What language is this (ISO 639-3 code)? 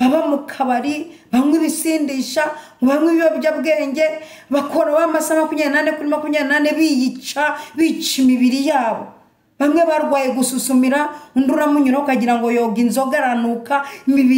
kin